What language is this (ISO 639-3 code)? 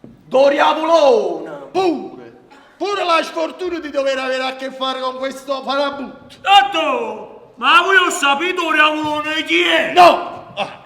nap